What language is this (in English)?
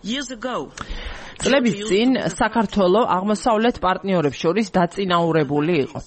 Georgian